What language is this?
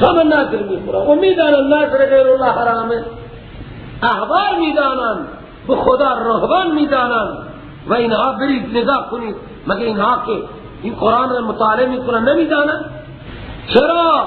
Persian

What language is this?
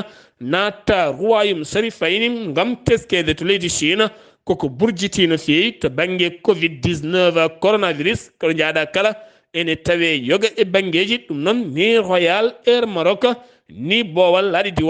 Fula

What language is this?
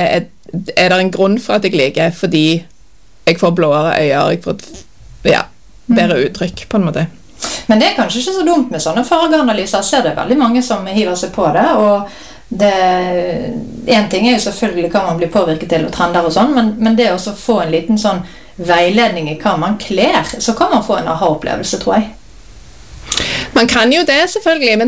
Norwegian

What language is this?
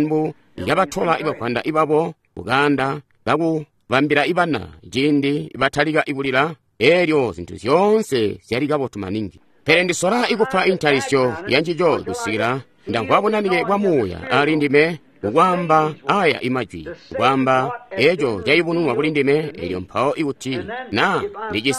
Tonga (Zambia)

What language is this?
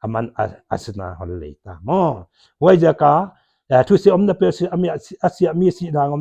Paite Chin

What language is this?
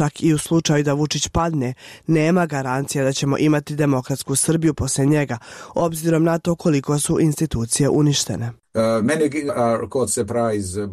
Bosnian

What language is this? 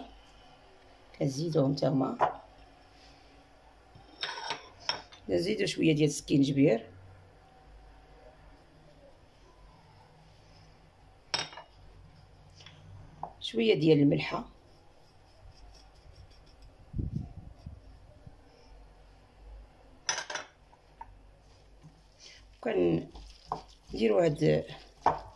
Moroccan Arabic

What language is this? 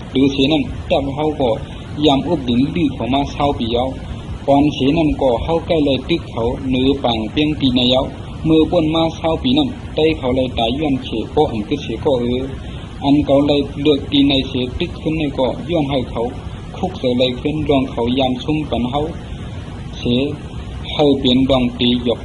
Shan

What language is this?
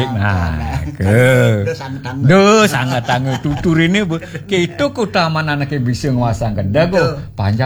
Balinese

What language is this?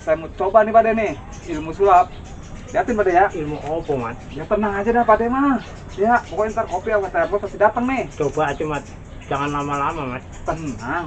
Betawi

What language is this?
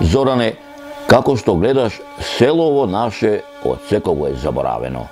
Macedonian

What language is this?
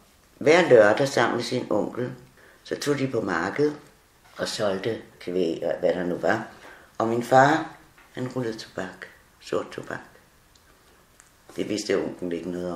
Danish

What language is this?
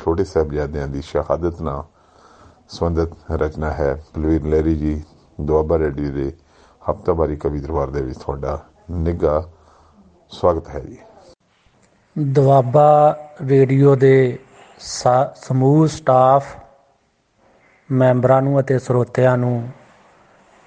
Punjabi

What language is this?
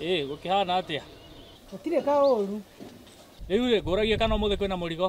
Kikuyu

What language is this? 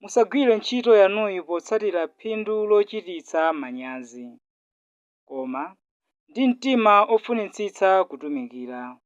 Nyanja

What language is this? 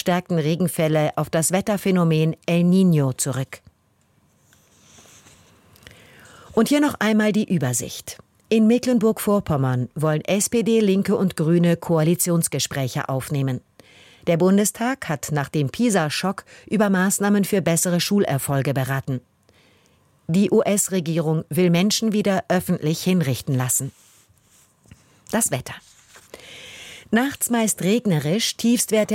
German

